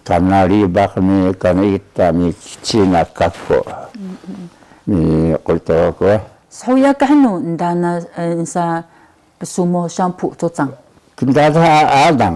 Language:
Taroko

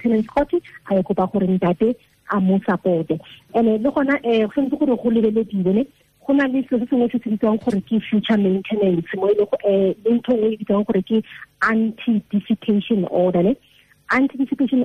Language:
Tswana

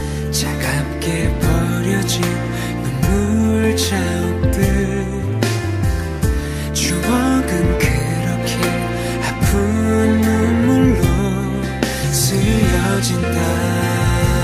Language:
Korean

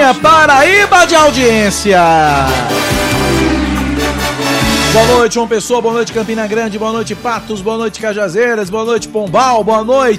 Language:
Portuguese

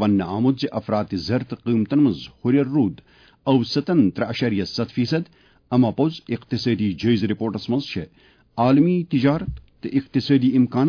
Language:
Kashmiri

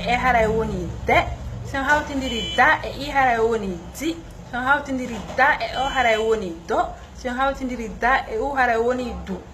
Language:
Fula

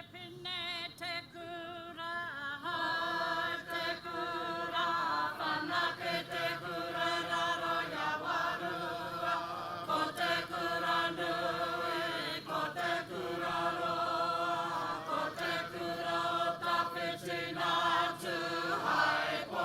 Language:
Māori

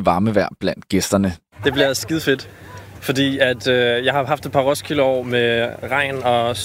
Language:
Danish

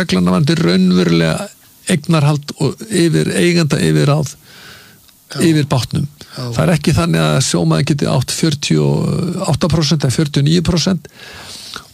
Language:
Icelandic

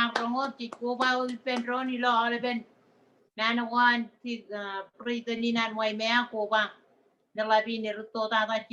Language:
Marshallese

